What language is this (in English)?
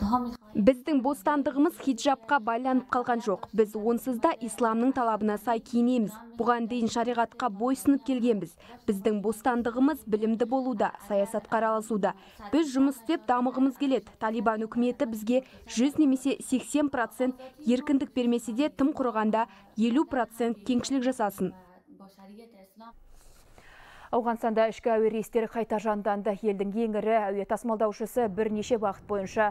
Kazakh